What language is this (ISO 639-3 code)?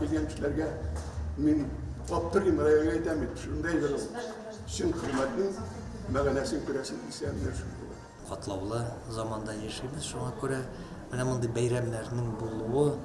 tat